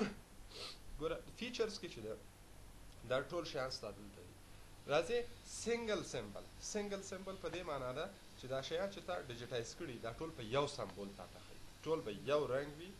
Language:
Pashto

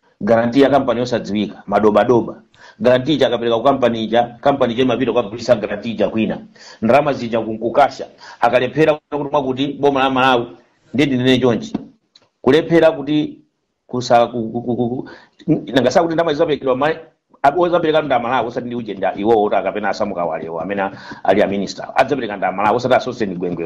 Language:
Nyanja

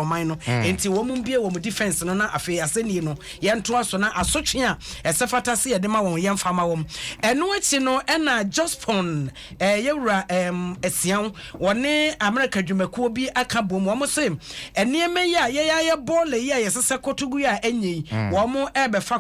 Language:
Akan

